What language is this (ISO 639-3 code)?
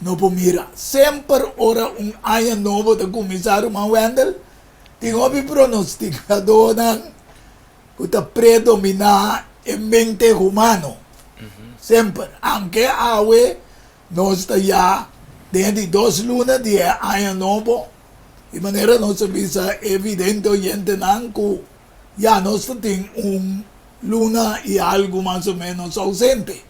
pap